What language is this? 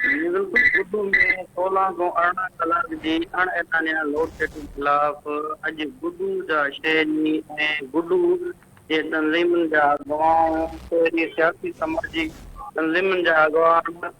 Sindhi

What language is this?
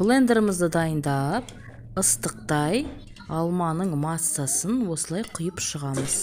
Kazakh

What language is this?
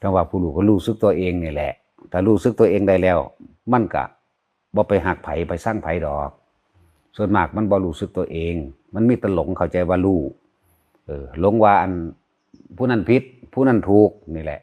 Northeastern Thai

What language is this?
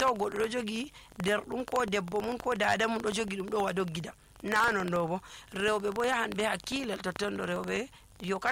Nigerian Fulfulde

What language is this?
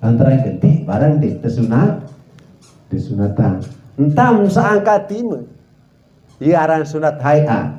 Sasak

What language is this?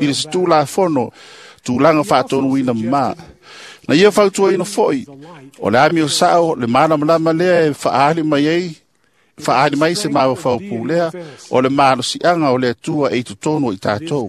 Samoan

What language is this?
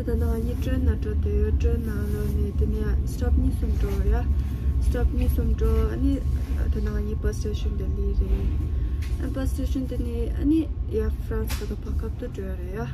Tibetan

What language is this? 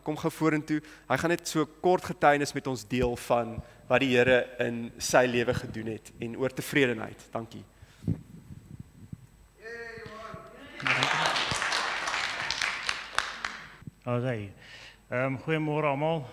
Afrikaans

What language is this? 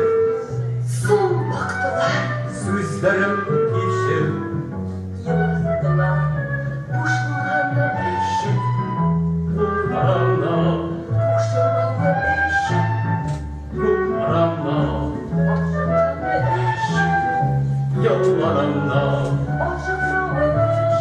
Tatar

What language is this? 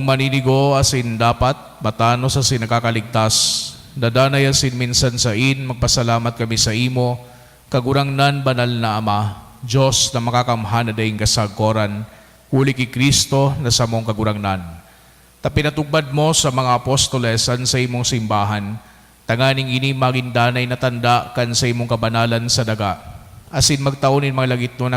Bikol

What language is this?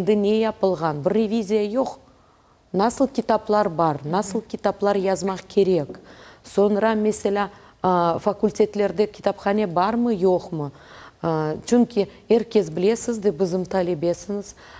Crimean Tatar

